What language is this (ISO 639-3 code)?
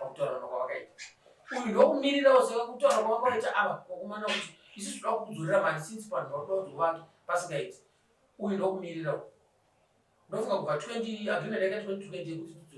sna